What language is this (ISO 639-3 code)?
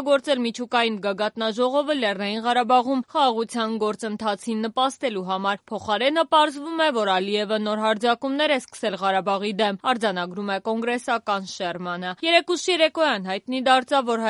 hye